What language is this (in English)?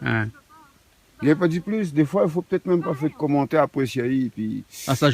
Réunion Creole French